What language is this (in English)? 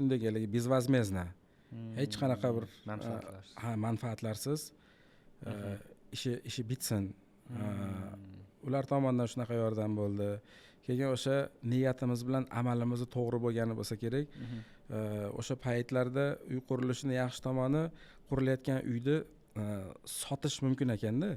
Uzbek